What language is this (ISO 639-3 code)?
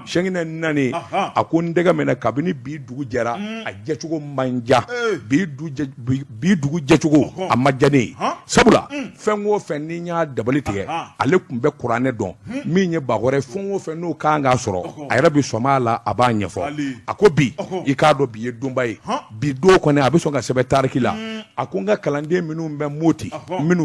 bam